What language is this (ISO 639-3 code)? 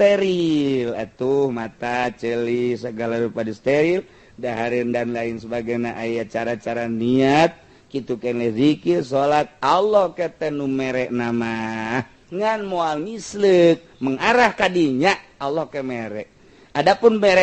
sun